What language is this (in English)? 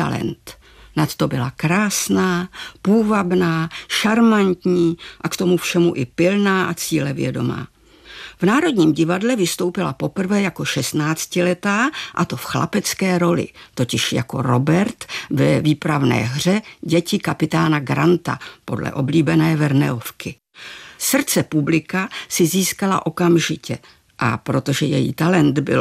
Czech